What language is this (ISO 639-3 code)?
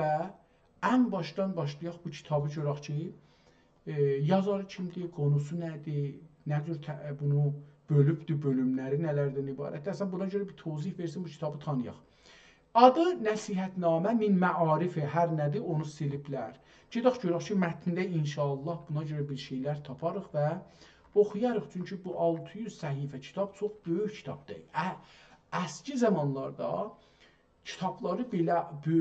azb